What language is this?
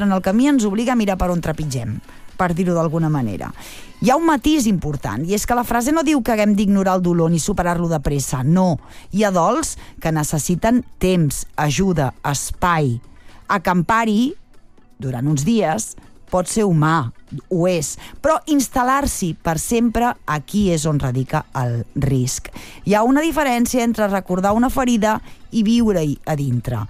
Catalan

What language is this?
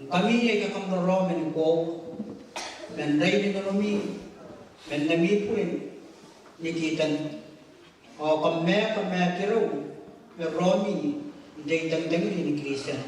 Gilbertese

